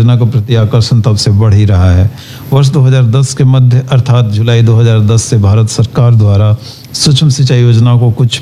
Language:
Hindi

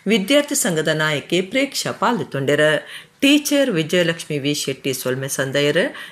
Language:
Tulu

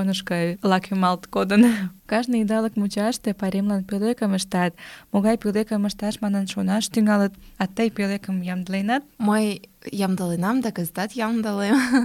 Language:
Mari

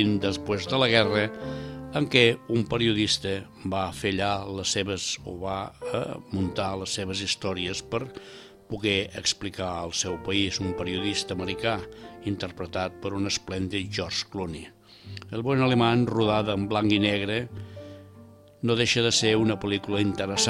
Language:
Catalan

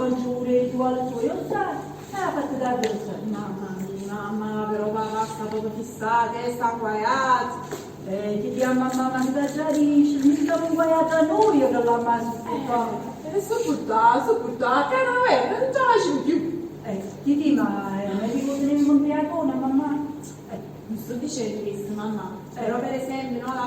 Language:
Neapolitan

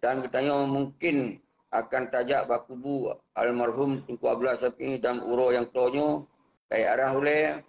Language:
Achinese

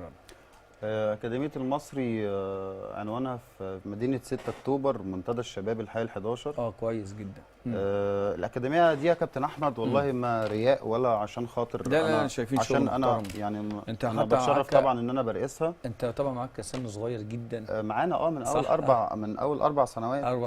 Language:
Egyptian Arabic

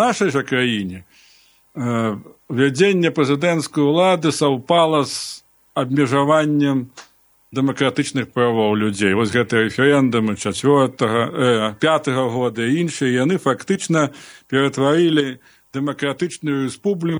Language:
Belarusian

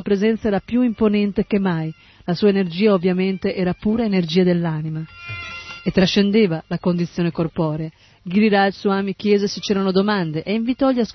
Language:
Italian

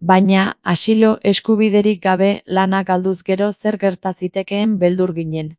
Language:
Basque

